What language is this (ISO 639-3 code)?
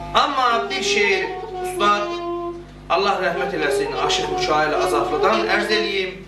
azb